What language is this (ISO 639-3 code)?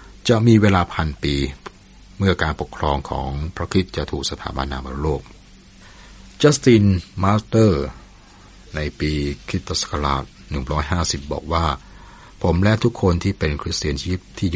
tha